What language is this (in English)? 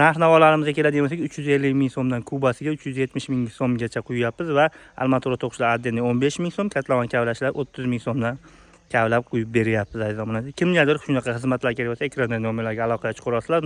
Uzbek